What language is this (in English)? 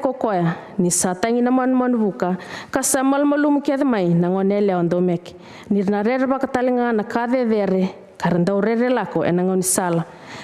Fijian